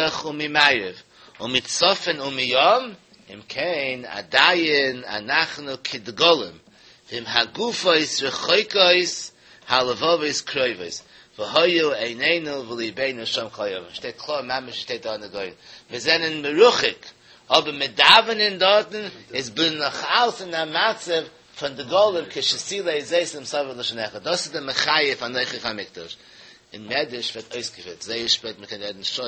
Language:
Yiddish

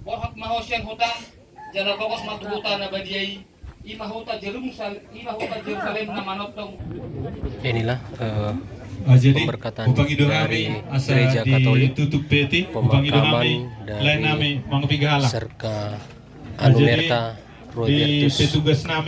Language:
Batak Toba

